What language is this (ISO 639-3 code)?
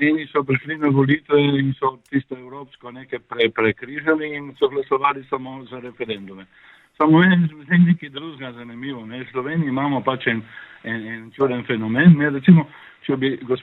slv